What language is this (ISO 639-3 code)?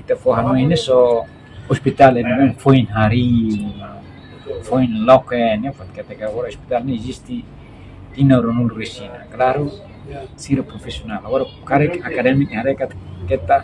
tet